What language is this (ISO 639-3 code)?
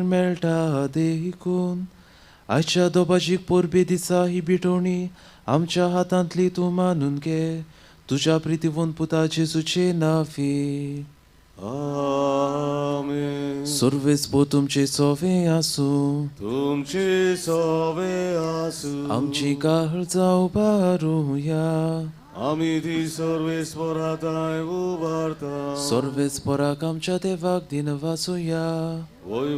kok